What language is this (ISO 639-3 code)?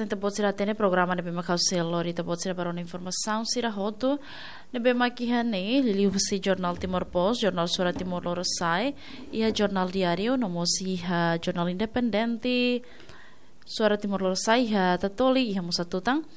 tet